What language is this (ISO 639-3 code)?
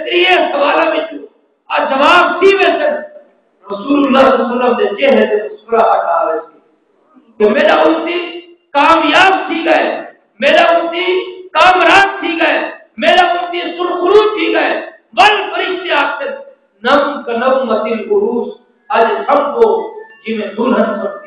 skr